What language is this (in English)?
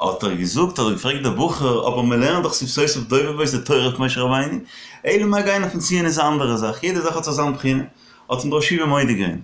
Yiddish